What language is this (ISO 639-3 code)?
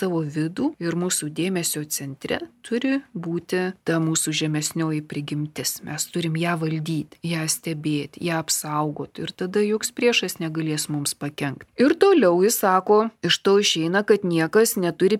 lit